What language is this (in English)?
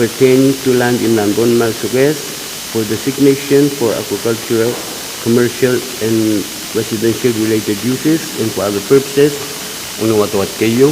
Pohnpeian